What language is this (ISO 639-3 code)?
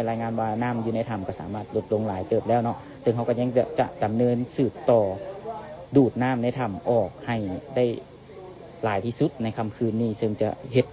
lao